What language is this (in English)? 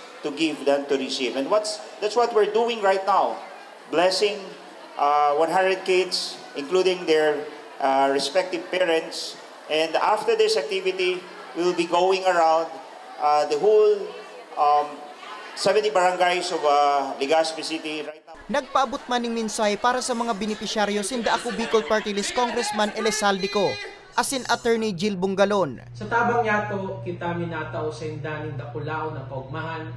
Bikol